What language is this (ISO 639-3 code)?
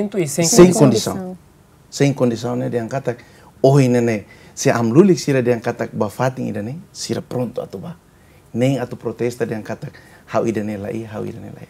tet